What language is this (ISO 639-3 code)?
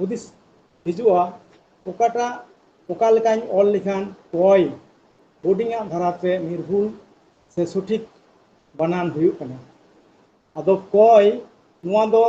sat